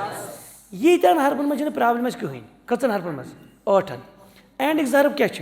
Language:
Kashmiri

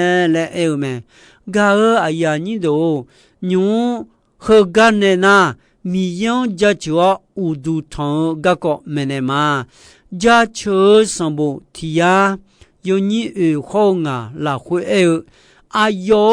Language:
Akha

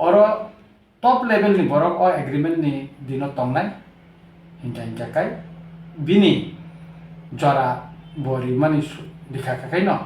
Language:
Kok Borok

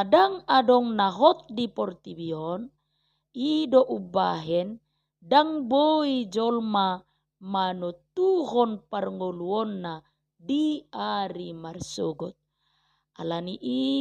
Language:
Batak Toba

